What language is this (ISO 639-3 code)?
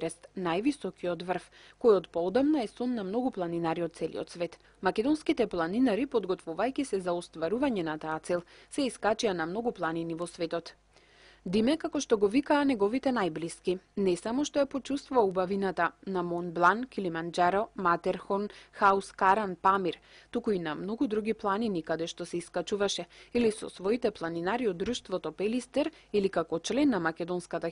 mkd